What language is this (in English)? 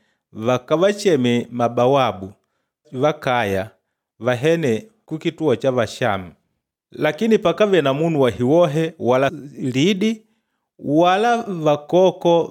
Makonde